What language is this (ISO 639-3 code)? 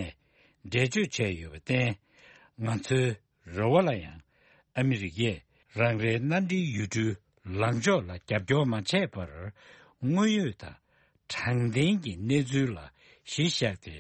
bod